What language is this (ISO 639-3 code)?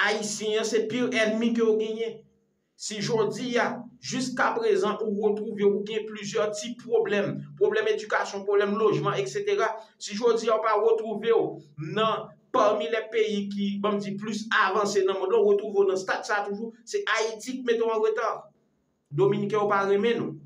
hat